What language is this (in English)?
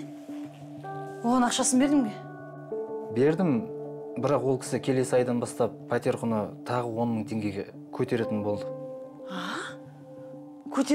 Kazakh